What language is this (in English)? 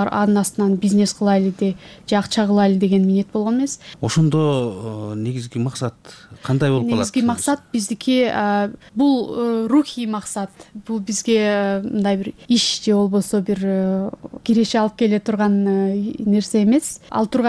Kyrgyz